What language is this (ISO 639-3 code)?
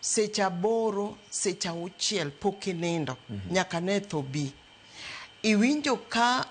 luo